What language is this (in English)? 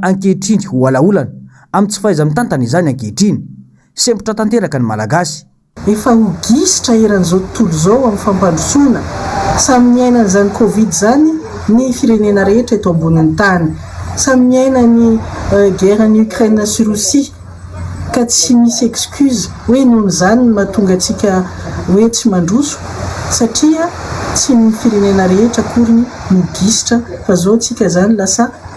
Malagasy